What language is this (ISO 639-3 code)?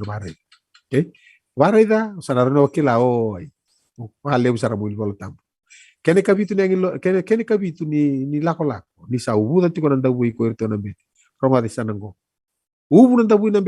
fij